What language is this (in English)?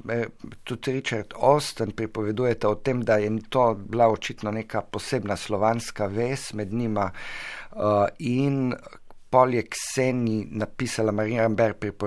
Slovenian